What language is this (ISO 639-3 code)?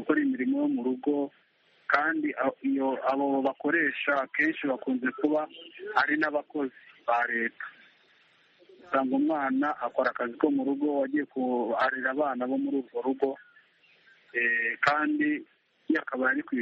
kin